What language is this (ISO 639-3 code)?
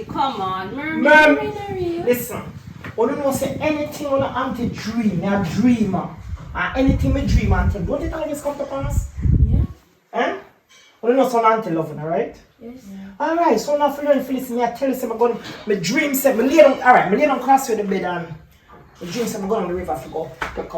jam